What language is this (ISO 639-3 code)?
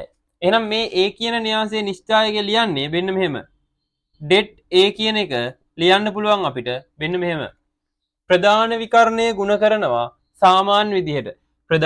sin